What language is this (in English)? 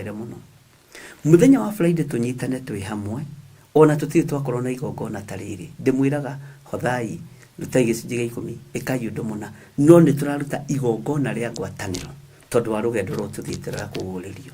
Kikuyu